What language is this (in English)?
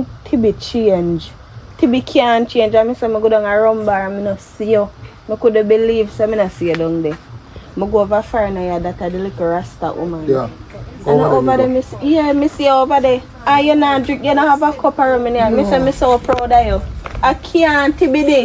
Jamaican Creole English